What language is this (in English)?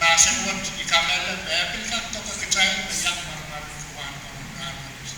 Pohnpeian